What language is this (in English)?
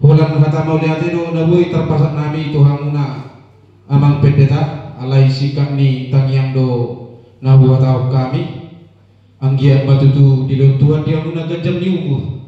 Batak Toba